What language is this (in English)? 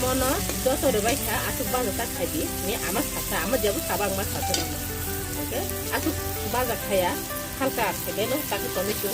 Kok Borok